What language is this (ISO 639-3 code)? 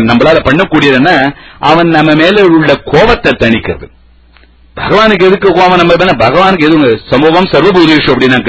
tam